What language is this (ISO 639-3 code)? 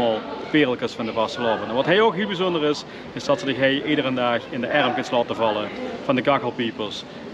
lim